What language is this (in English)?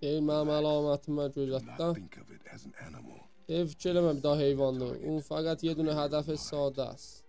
South Azerbaijani